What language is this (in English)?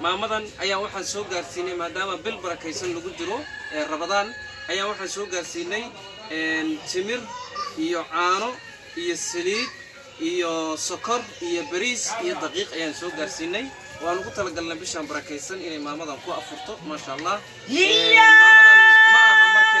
Somali